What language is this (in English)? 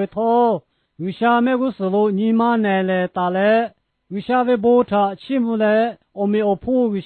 Lahu